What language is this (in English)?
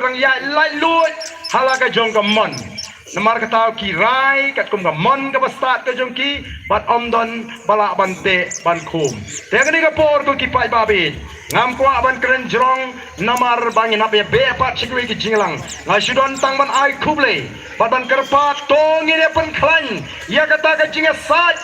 Khasi